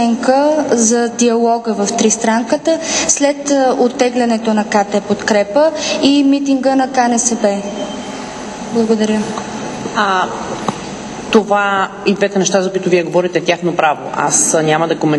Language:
Bulgarian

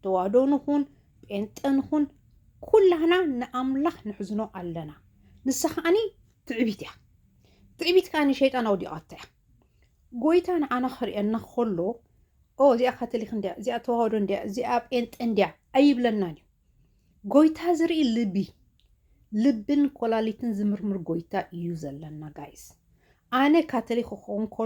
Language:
Tigrinya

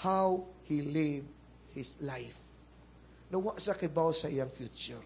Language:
Cebuano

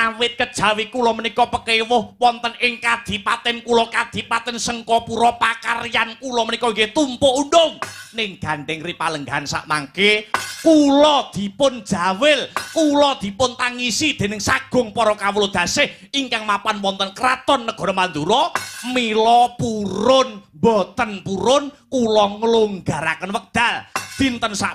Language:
Javanese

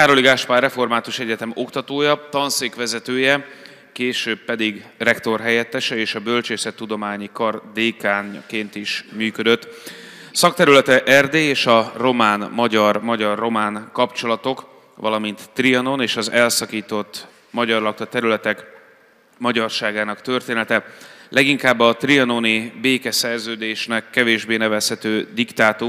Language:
Hungarian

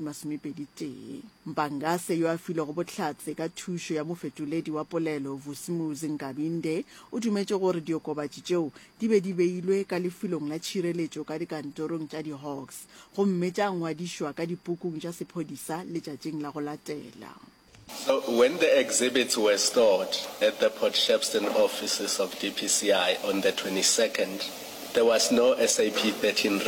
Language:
Northern Sotho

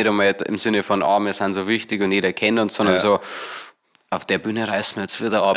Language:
Bavarian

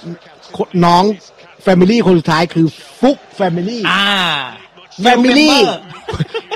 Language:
Thai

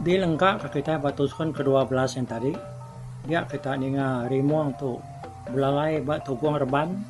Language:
Iban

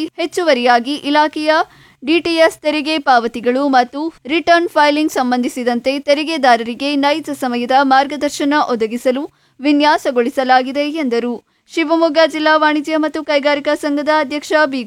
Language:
Kannada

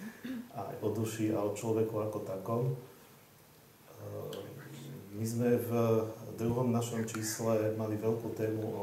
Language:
Slovak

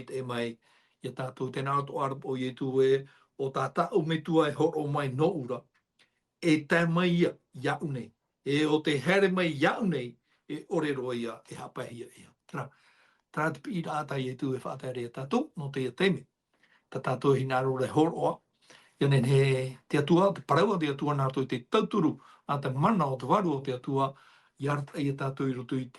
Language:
Tahitian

